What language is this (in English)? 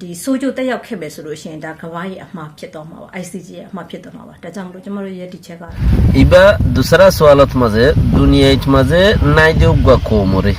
Rohingya